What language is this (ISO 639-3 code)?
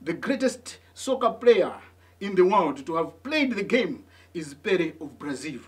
eng